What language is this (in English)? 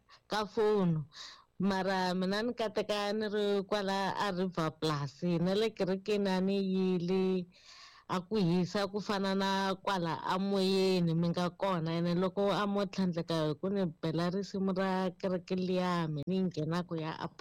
Tsonga